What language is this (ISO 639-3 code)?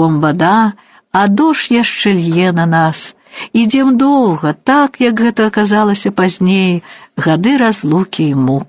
bel